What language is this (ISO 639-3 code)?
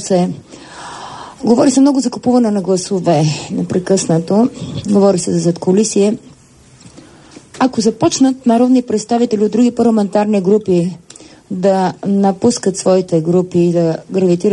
bul